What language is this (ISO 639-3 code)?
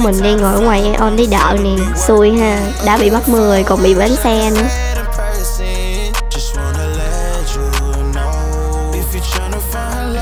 vie